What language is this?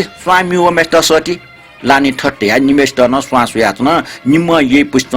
Newari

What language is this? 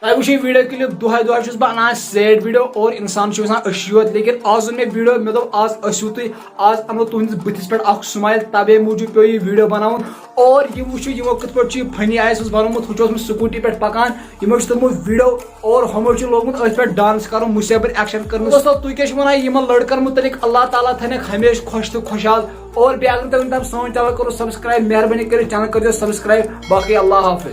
Kashmiri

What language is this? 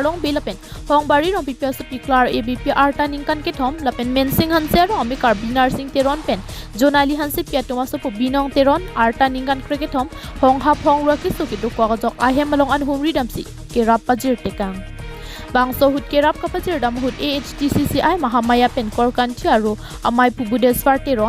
Karbi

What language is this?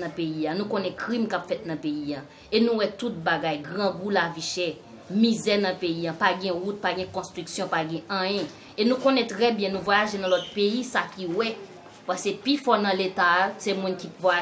Haitian Creole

